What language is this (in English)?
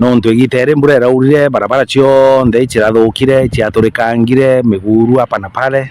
Meru